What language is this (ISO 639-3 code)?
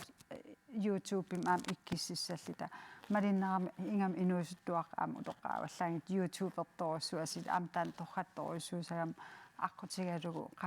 kal